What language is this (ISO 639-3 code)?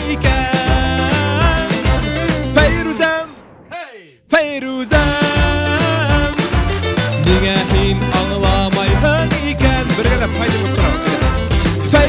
bak